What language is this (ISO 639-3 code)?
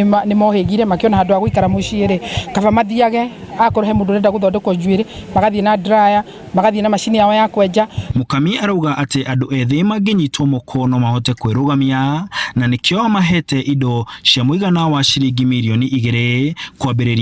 kik